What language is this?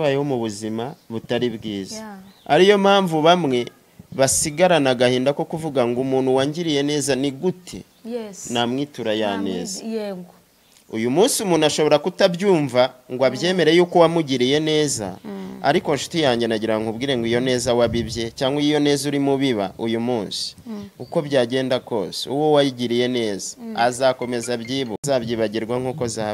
Kinyarwanda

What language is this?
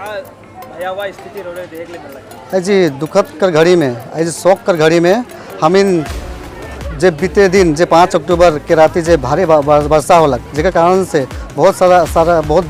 Sadri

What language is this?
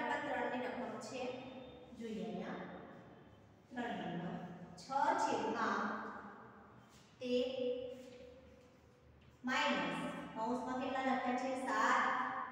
Gujarati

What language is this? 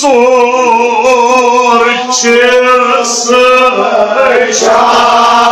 Kashmiri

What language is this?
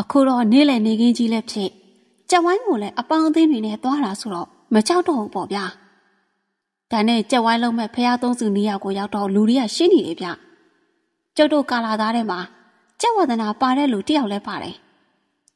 Burmese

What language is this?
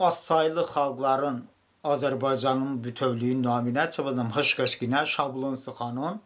Talysh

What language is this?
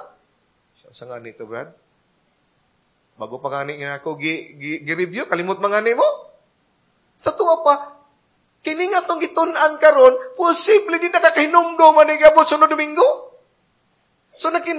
Cebuano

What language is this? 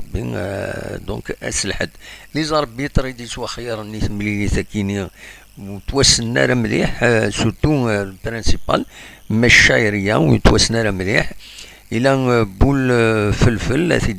Kabyle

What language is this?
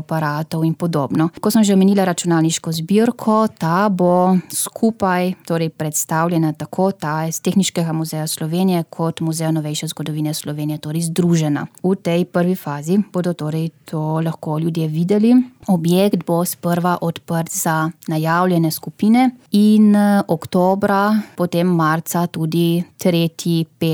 Slovenian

